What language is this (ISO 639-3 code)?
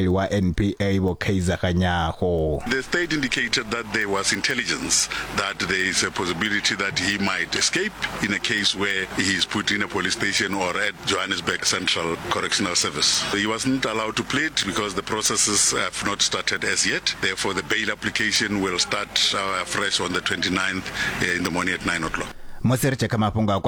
ven